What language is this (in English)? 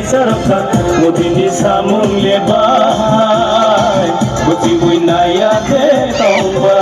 Riang (India)